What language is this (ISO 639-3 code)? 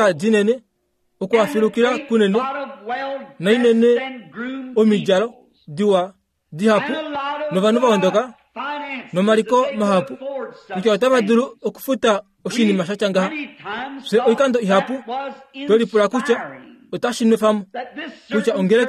kua